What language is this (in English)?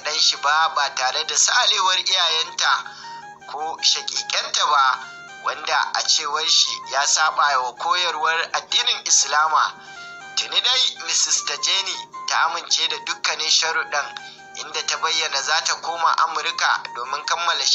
Hausa